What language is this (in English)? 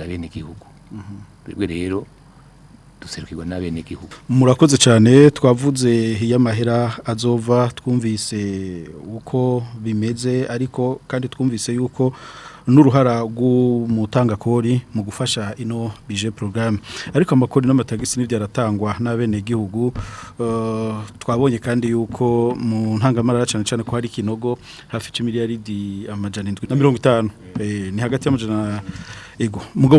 Rundi